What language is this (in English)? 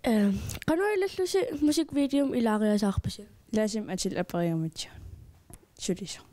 Kalaallisut